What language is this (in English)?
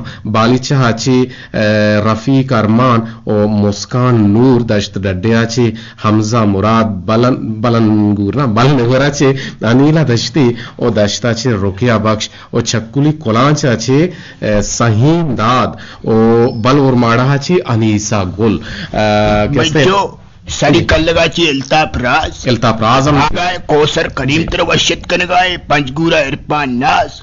Eastern Balochi